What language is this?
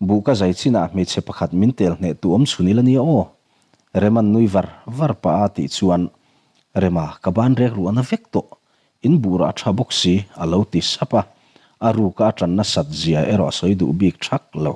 Mizo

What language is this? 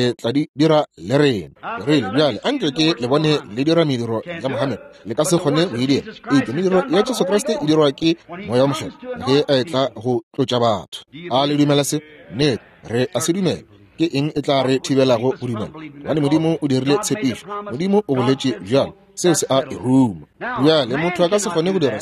Northern Sotho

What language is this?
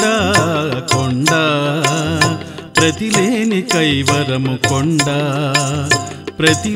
Telugu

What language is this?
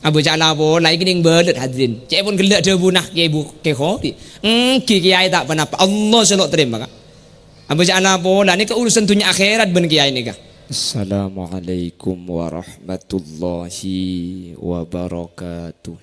Madurese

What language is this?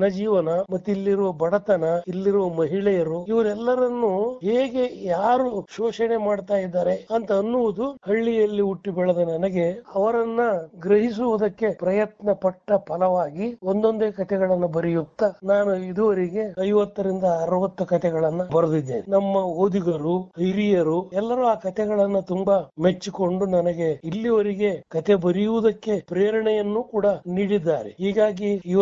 Kannada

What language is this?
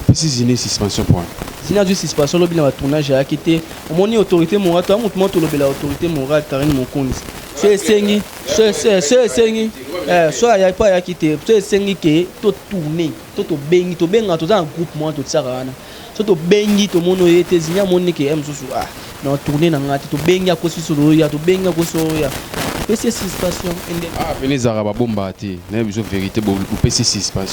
Lingala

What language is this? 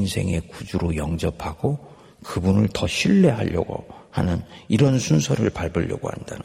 Korean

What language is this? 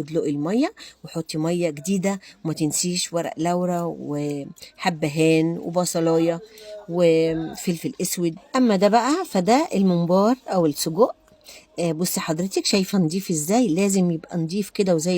Egyptian Arabic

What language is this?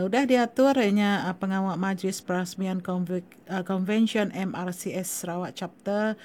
Iban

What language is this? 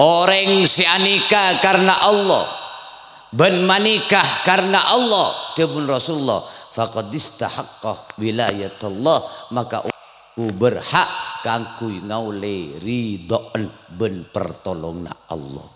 Madurese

